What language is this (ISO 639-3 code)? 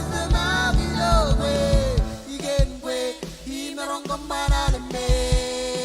mah